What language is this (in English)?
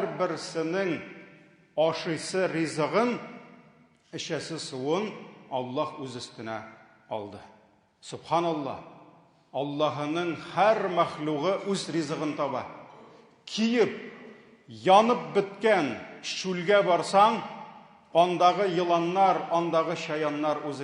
Tatar